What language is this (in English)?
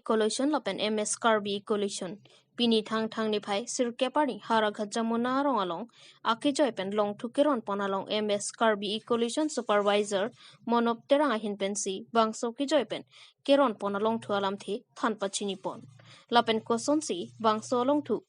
Karbi